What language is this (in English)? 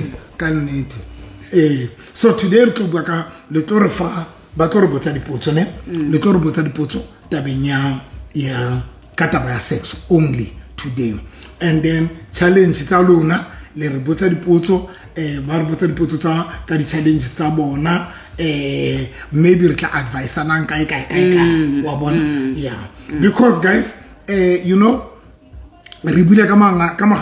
Southern Sotho